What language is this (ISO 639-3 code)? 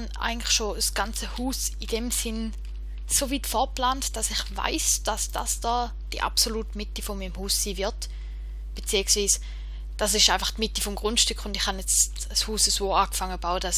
gsw